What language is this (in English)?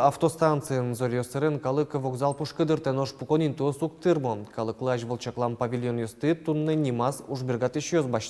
Udmurt